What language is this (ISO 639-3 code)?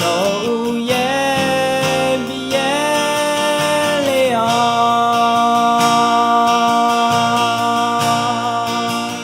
ahk